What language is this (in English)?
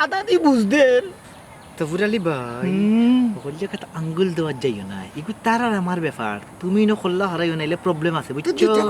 Sylheti